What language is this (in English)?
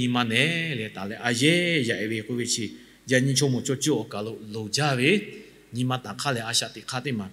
Lahu